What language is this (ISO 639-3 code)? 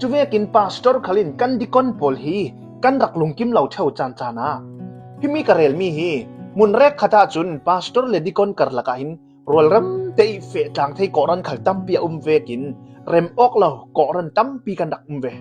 cnh